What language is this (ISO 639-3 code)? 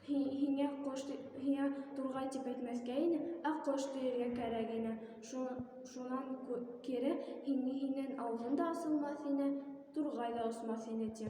bak